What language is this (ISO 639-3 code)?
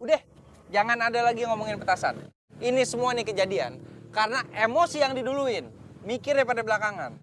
bew